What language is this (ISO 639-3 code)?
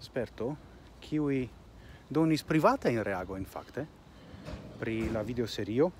epo